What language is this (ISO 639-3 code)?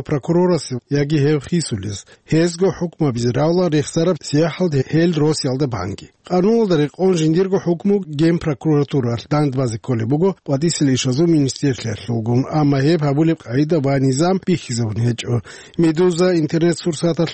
ava